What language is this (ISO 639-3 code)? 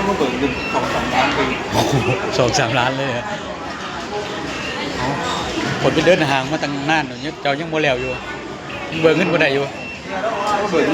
lao